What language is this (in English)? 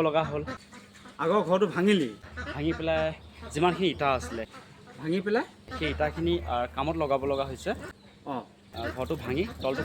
Assamese